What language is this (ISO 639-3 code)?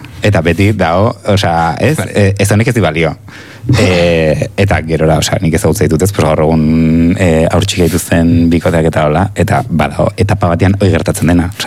eus